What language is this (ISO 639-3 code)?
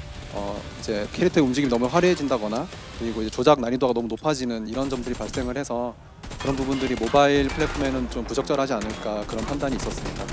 kor